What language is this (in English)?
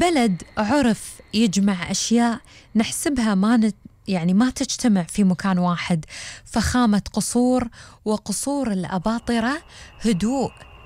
Gulf Arabic